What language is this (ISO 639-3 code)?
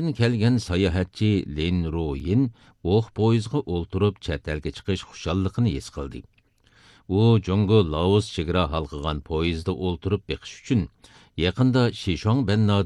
uig